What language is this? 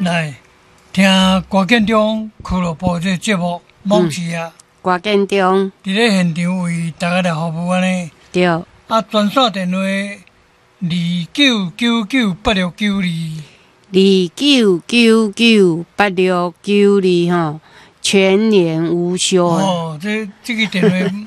Min Nan Chinese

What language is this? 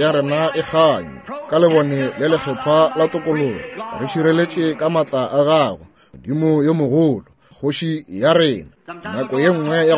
Northern Sotho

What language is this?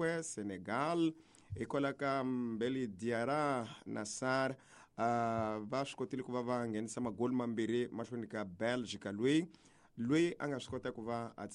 Tsonga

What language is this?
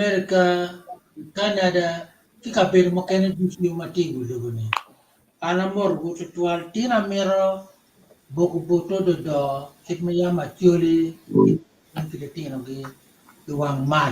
Acoli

